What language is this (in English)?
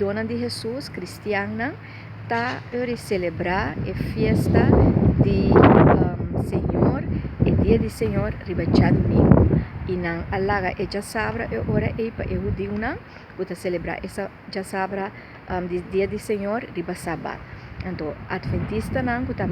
Papiamento